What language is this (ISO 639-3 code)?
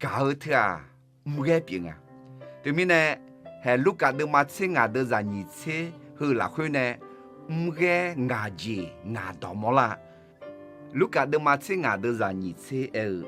ahk